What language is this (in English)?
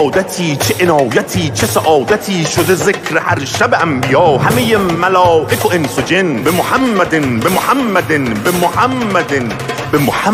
Persian